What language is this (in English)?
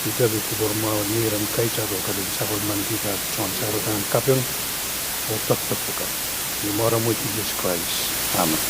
Pohnpeian